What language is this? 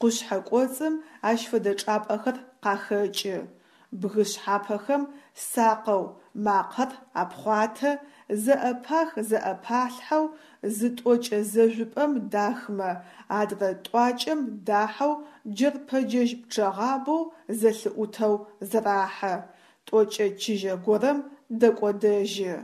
Adyghe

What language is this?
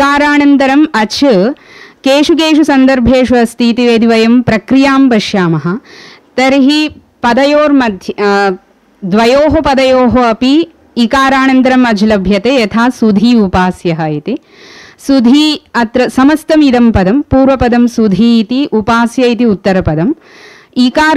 Sanskrit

